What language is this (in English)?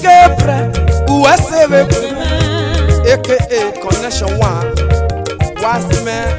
Esan